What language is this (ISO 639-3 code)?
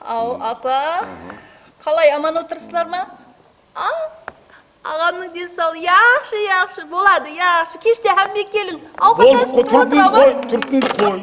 kaa